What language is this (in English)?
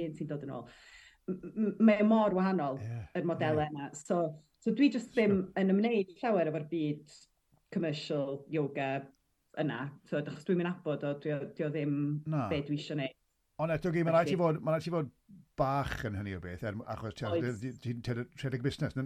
Welsh